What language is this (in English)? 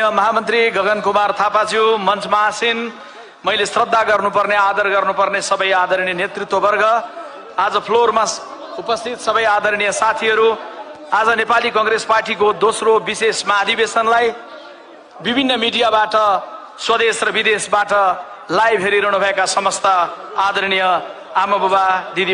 Nepali